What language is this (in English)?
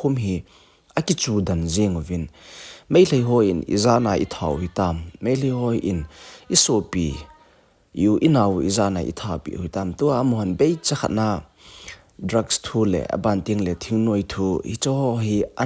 Thado Chin